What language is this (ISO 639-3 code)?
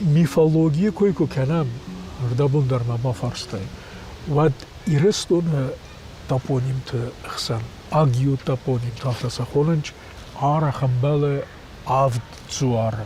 oss